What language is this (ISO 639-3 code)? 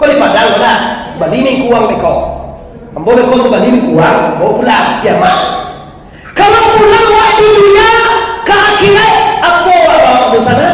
min